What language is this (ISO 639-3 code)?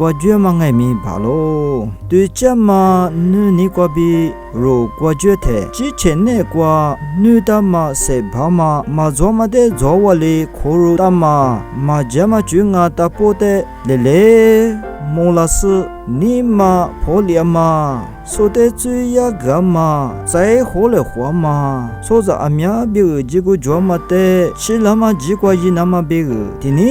lis